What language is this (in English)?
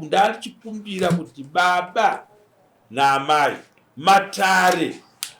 Shona